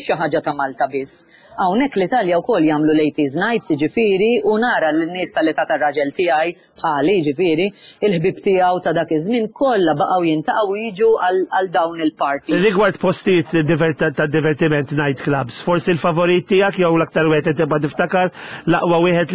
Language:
Maltese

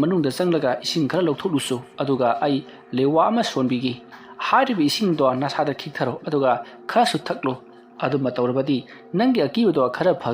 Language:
Manipuri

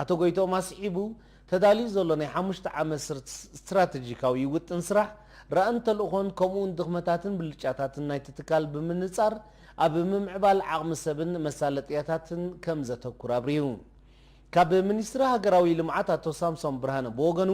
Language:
Tigrinya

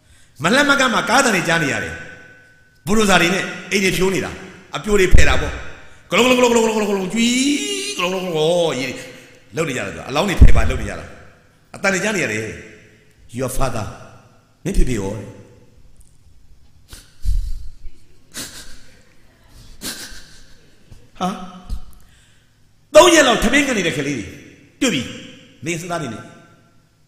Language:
Burmese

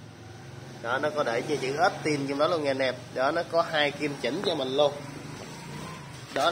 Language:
Vietnamese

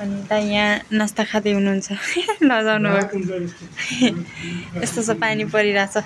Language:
Nepali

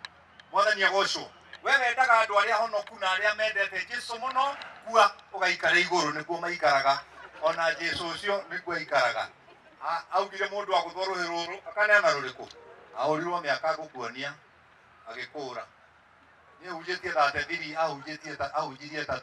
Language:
Kikuyu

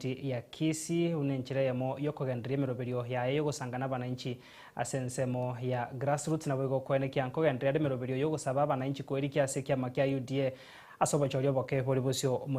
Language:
Gusii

